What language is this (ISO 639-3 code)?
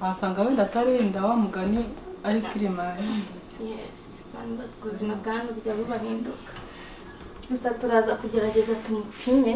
kin